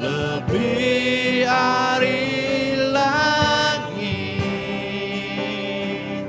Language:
Iban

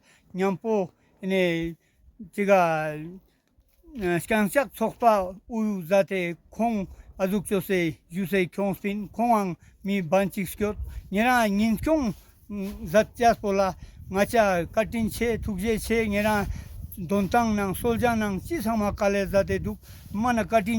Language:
Ladakhi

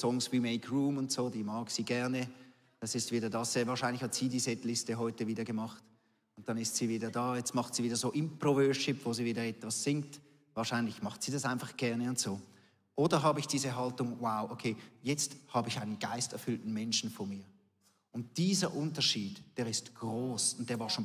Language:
Swiss German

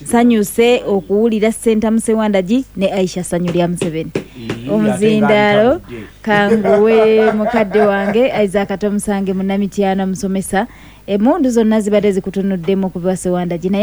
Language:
Ganda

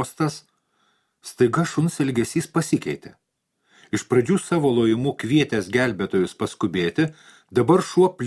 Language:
Lithuanian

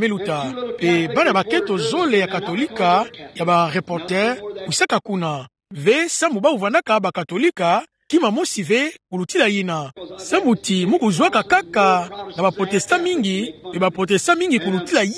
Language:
Kituba (Democratic Republic of Congo)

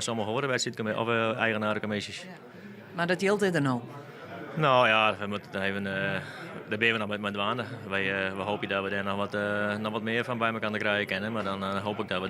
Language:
Western Frisian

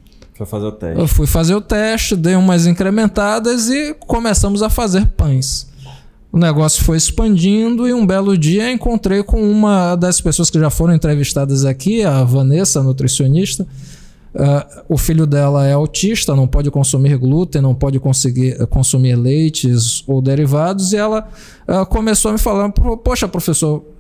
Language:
Portuguese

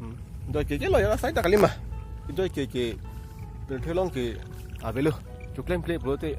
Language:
Karbi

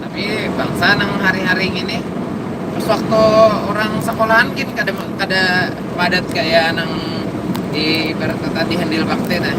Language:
Banjar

